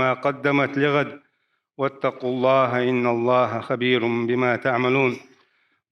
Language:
Chechen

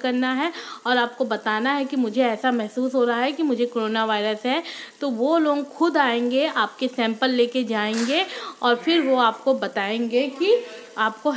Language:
Hindi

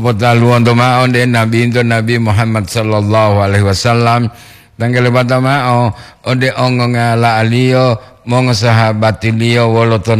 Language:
Gorontalo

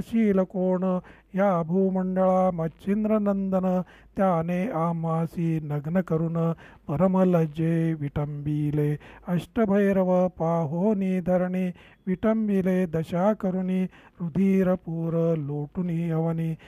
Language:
Marathi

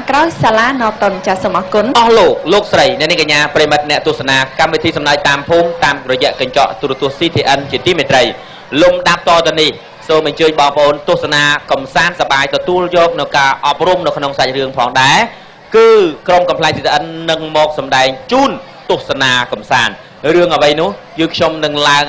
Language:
Khmer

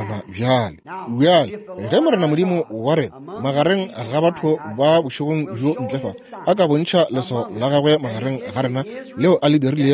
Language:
Northern Sotho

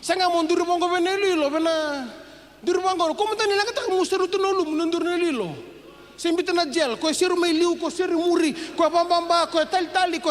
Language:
Fijian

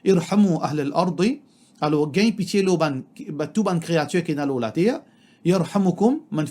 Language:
Morisyen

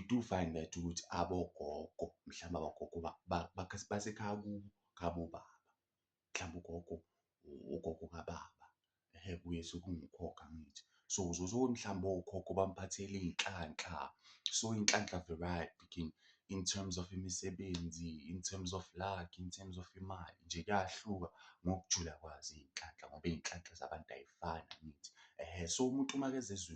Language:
Zulu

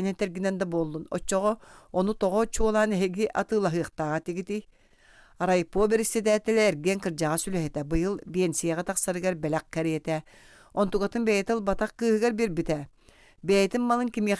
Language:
Yakut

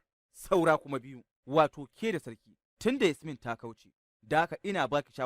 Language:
Hausa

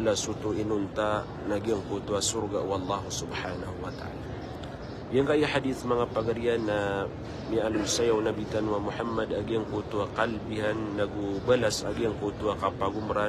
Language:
Maranao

